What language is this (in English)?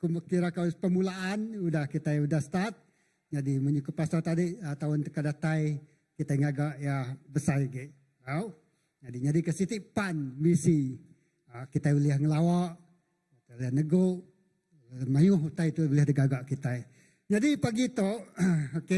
Iban